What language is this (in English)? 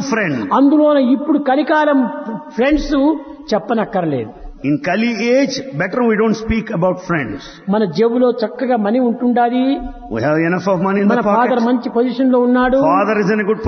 Telugu